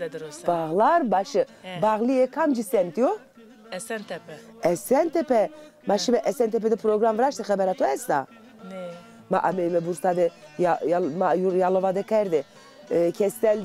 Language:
Zaza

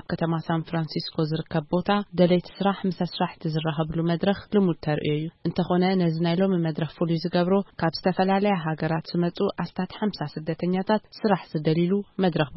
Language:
Tigrinya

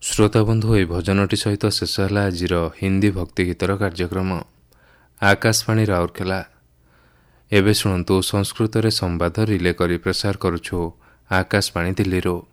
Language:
Odia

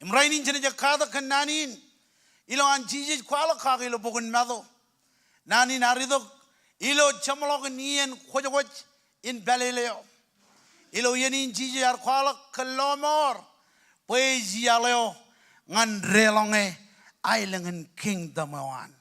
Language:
Marshallese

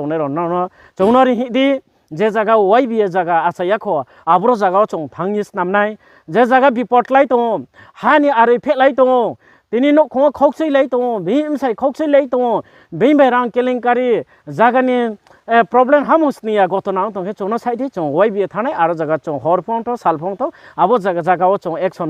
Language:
Riang (India)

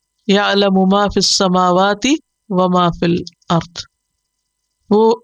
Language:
Urdu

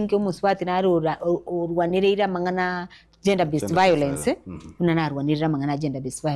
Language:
Gusii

